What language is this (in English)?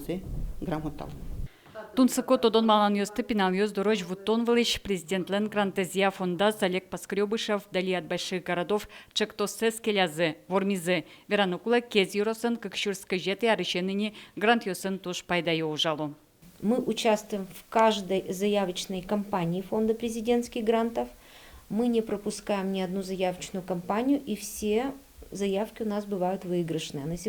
Udmurt